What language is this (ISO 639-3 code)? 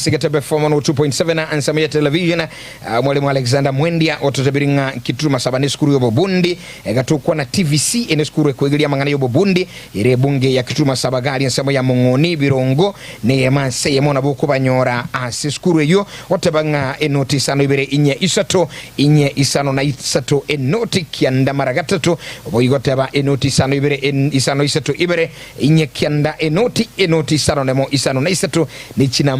guz